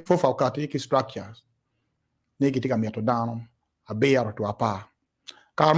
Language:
Acoli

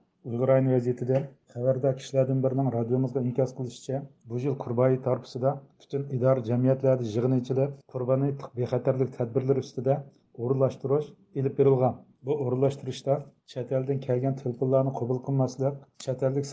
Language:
Uyghur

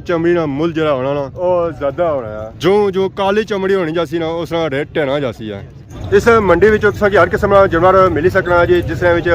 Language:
Pahari-Potwari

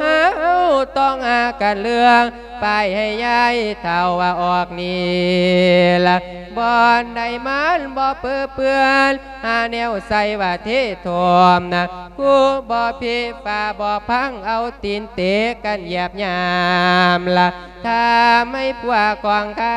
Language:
Lao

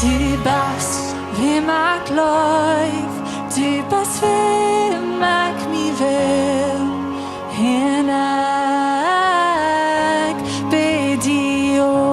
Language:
Plautdietsch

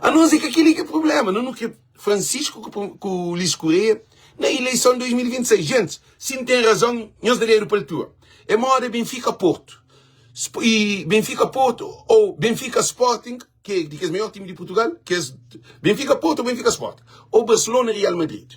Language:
Kabuverdianu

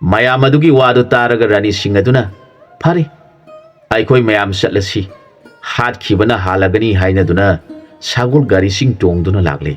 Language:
Manipuri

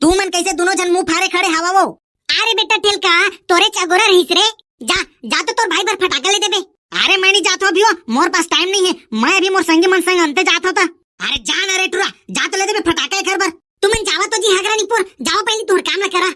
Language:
Chhattisgarhi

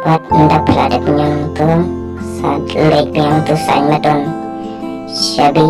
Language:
Khasi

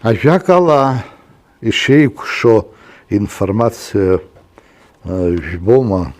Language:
Abkhazian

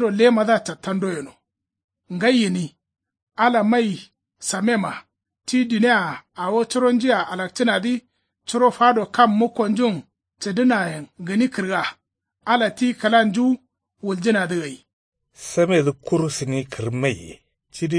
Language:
Kanuri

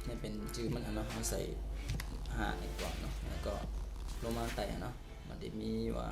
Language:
Shan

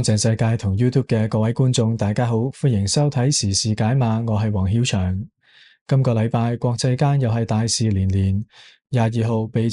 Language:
Cantonese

